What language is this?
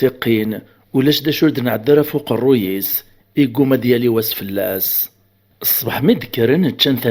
Kabyle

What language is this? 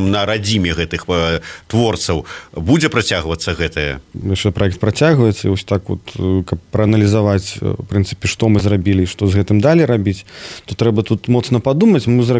Belarusian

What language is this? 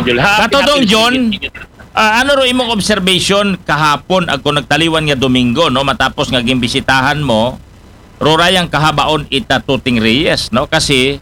Aklanon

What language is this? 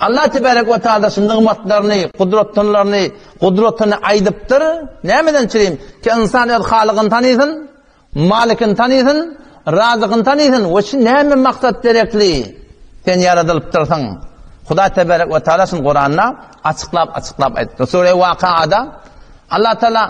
Turkmen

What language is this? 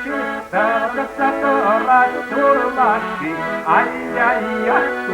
Chuvash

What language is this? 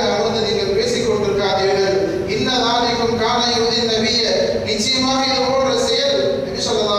Tamil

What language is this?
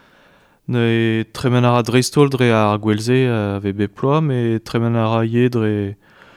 Breton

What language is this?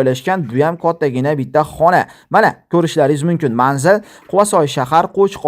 Uzbek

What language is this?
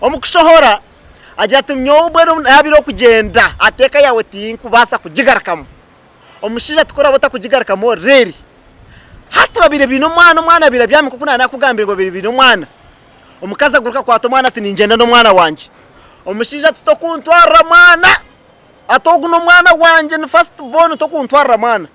Nyankole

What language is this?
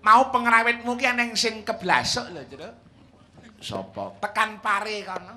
Javanese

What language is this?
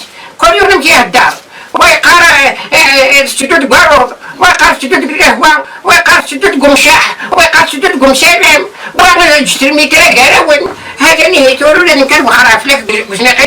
Kabyle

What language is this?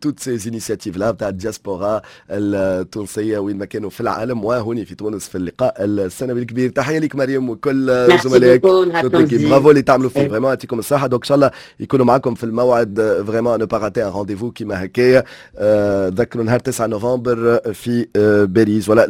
Tunisian Arabic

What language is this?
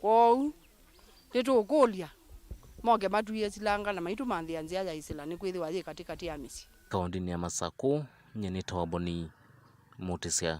Kamba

